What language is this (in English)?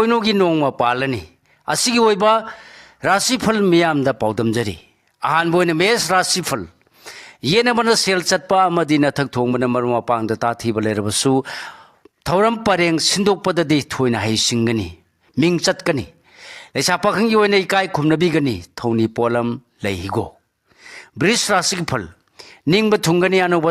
Manipuri